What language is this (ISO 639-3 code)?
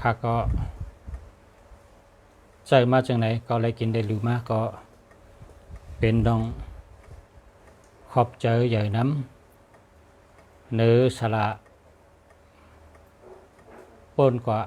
shn